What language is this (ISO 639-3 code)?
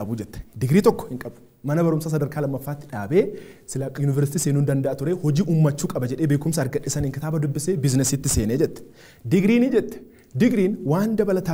orm